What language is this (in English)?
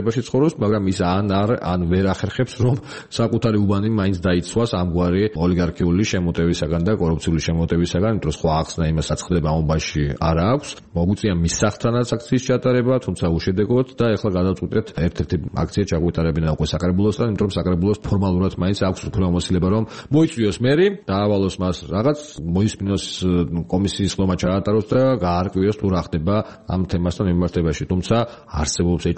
Georgian